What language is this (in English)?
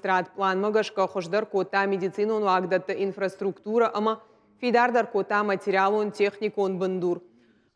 Ossetic